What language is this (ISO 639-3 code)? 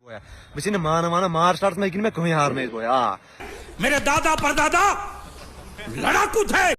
kas